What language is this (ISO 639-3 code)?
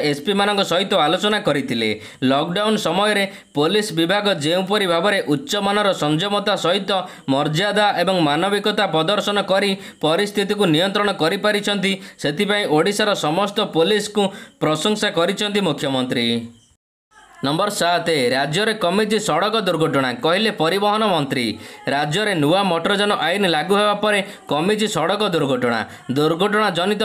ori